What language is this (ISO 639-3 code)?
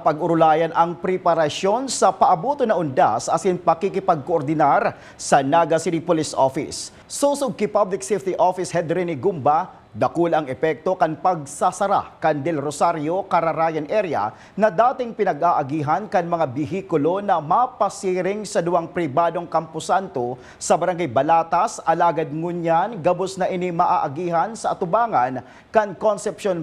bik